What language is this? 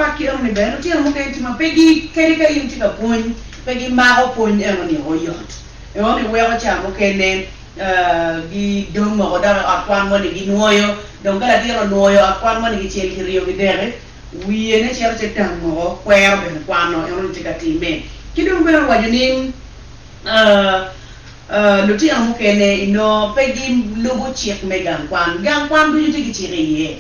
Acoli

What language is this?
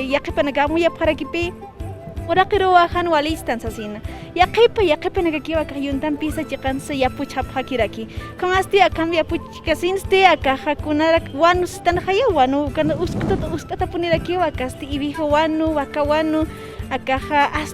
Aymara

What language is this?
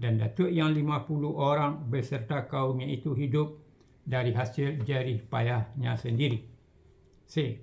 Minangkabau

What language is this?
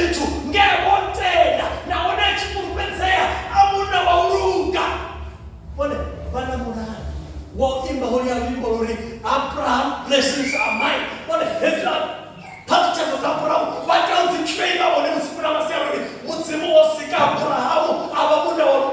Venda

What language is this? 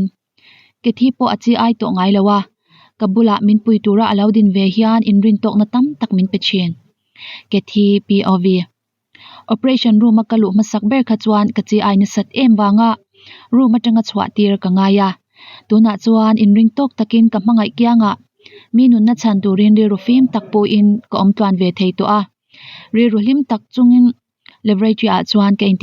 Mizo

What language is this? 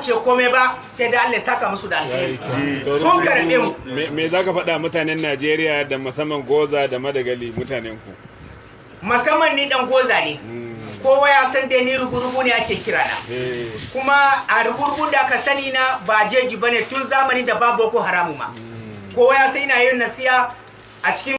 Hausa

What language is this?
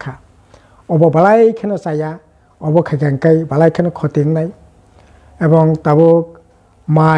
Kok Borok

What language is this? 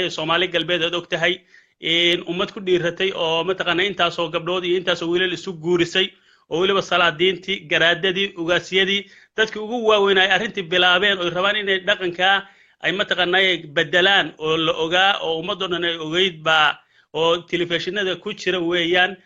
Somali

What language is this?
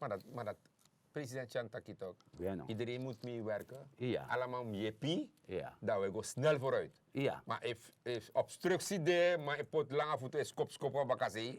Sranan Tongo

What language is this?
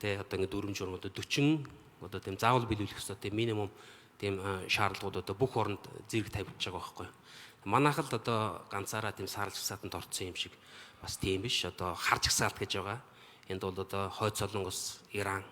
Mongolian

